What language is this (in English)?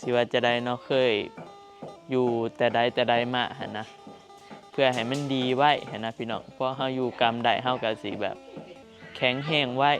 Northeastern Thai